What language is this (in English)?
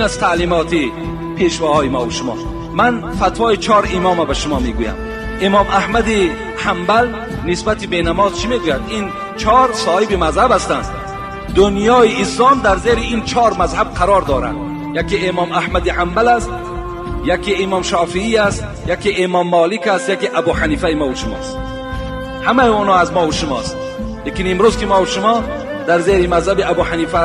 Tajik